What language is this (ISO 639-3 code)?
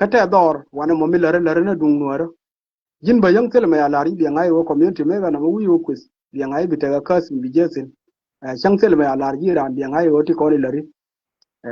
nus